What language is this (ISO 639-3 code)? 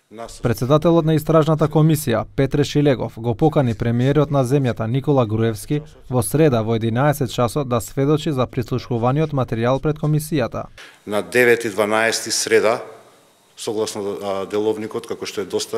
mkd